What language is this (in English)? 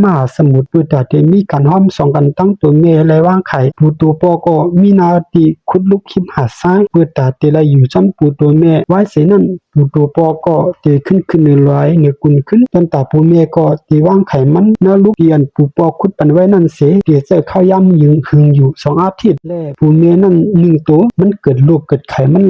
Shan